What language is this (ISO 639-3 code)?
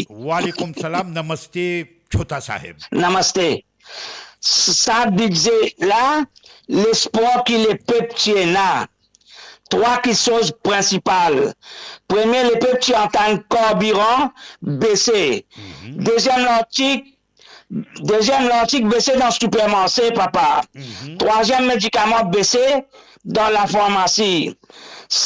mfe